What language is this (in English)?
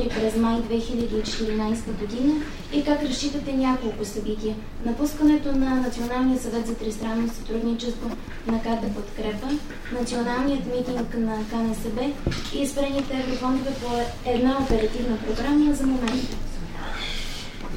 Bulgarian